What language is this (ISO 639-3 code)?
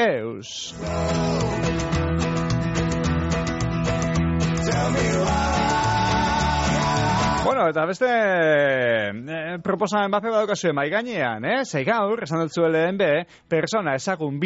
eus